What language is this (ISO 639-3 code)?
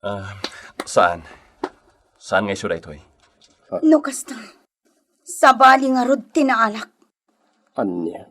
ilo